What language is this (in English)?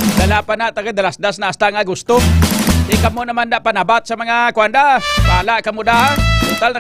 Hiligaynon